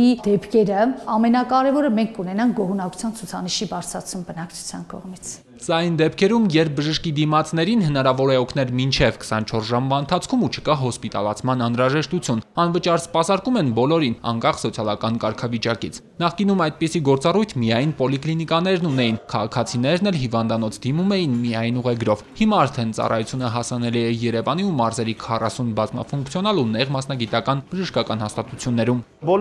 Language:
Armenian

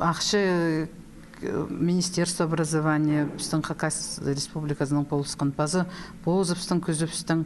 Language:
Khakas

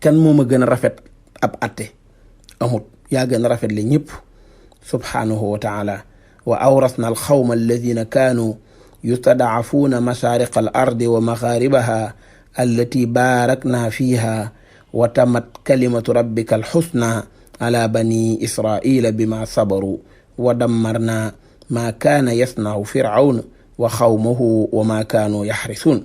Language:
Wolof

